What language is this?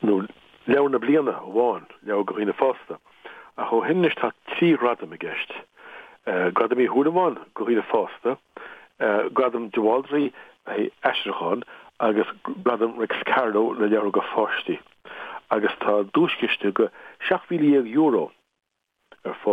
Irish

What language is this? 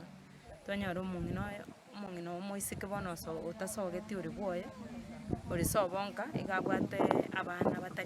Gusii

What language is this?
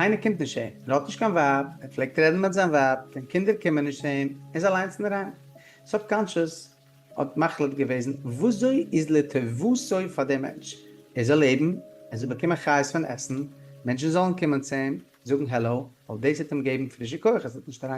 Yiddish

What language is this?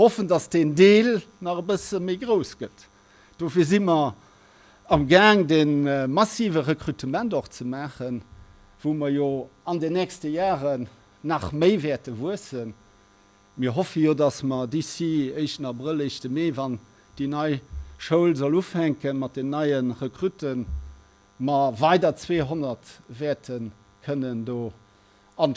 Luxembourgish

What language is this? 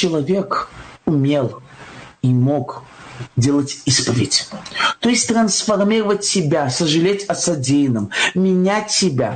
Russian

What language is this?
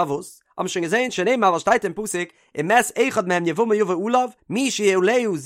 Yiddish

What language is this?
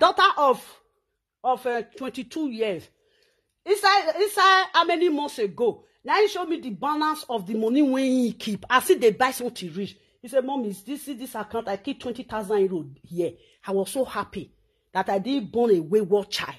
Nigerian Pidgin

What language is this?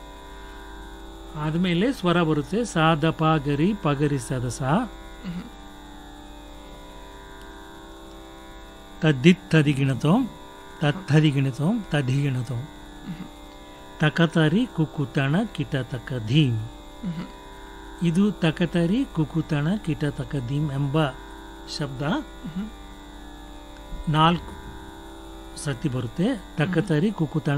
Kannada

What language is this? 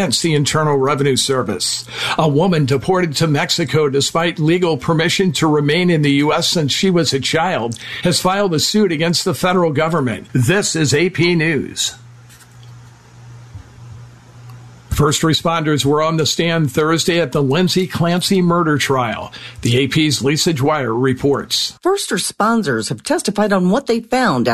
English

